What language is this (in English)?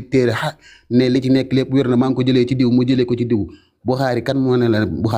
Wolof